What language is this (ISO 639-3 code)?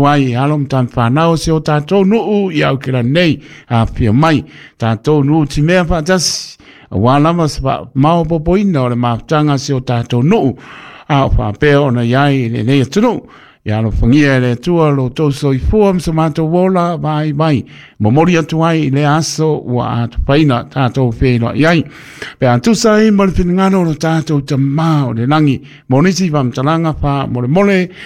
smo